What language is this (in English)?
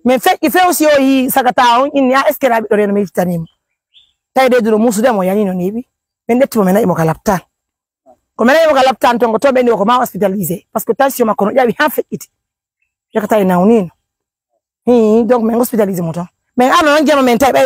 Pular